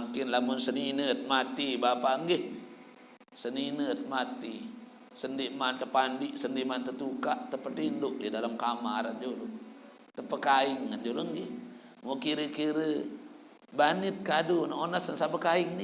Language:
Sasak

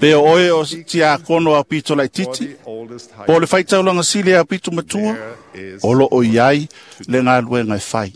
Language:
Samoan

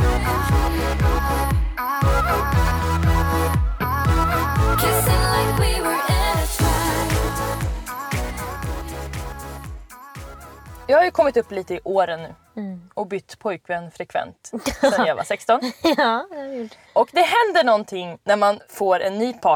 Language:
Swedish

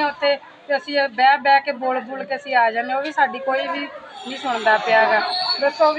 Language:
Punjabi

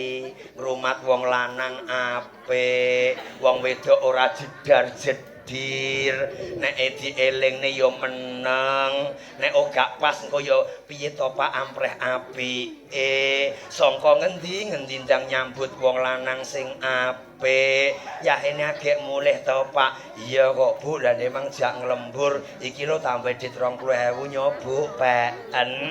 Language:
Javanese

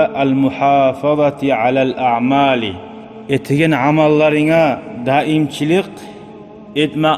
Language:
Kumyk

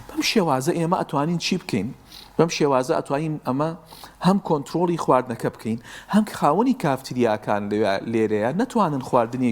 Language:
Central Kurdish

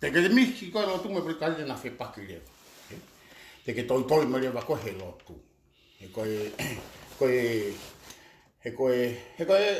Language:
Tongan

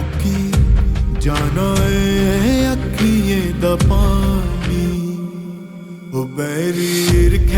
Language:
Dogri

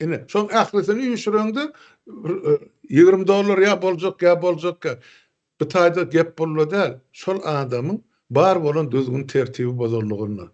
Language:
Turkmen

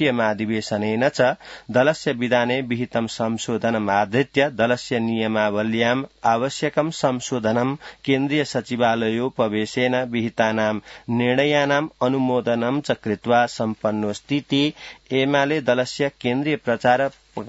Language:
Sanskrit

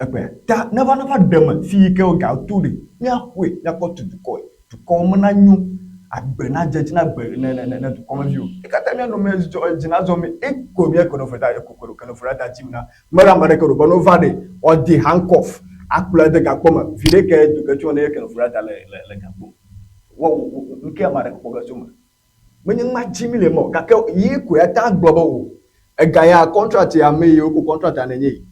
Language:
Ewe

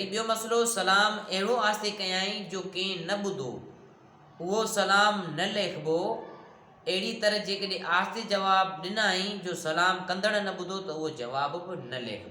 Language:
Sindhi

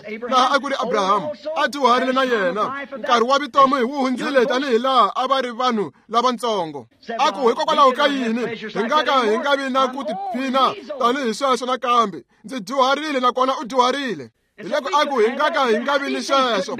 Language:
Tsonga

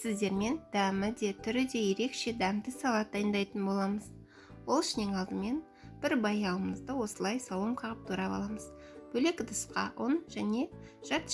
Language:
Kazakh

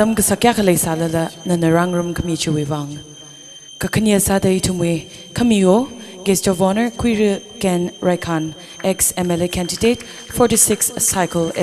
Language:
Tangkhul Naga (India)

